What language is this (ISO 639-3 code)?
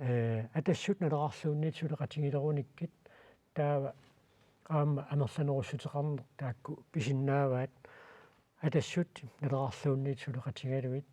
kal